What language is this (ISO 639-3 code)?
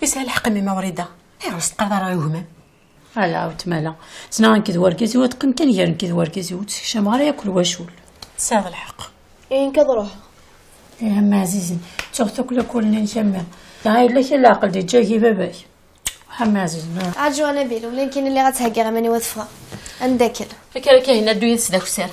kab